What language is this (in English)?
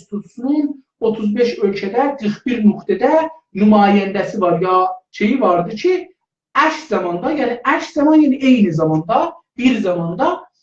South Azerbaijani